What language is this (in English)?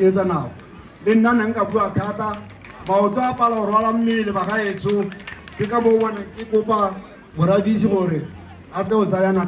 Tswana